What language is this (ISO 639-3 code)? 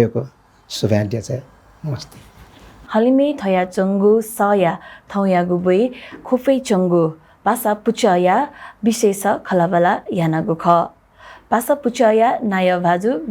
new